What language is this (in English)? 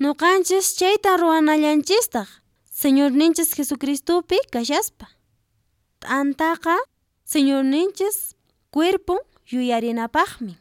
Quechua